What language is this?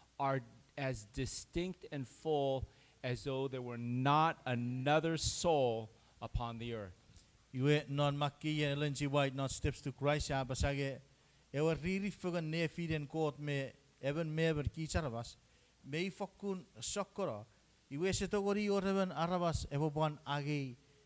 Chuukese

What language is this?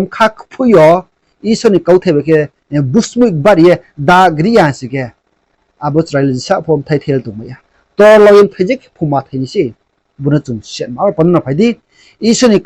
Riang (India)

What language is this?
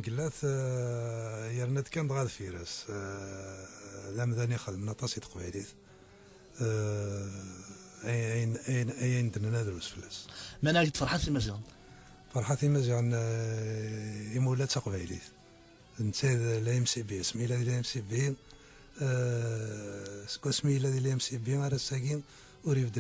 Kabyle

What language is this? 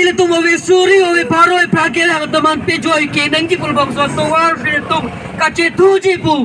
Karbi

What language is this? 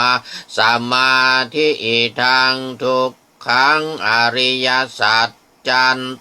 Pali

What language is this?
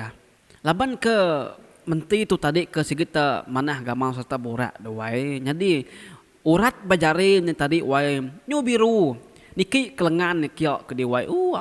Iban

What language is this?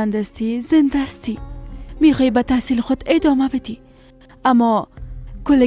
Persian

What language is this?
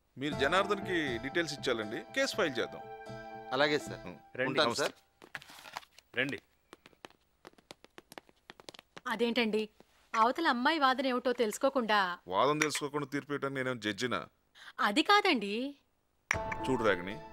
Telugu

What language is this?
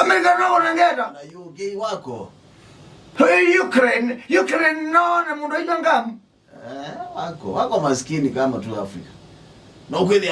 Kamba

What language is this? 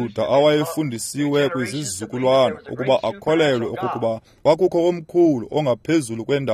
Xhosa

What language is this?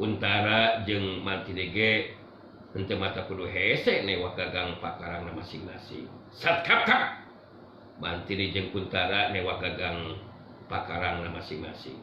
Sundanese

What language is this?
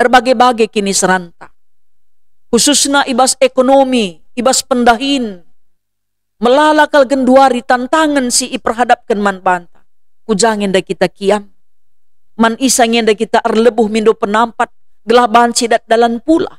Batak Karo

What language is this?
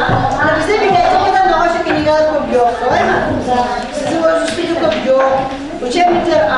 Nogai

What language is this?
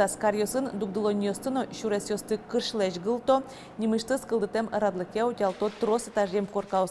Udmurt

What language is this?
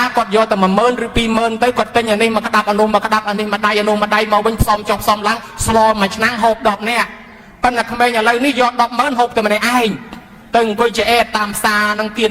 Khmer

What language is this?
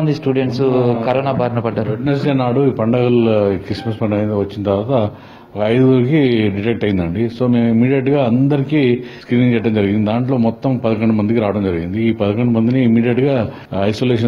Telugu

